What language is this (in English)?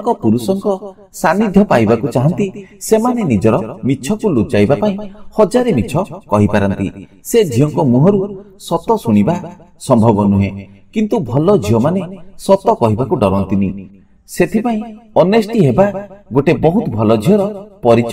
Odia